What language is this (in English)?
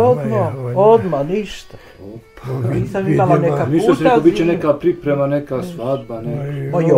Bosnian